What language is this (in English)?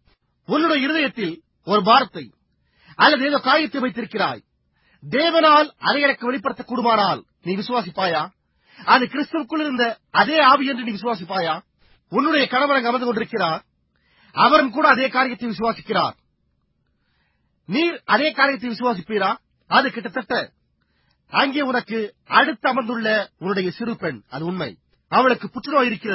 Tamil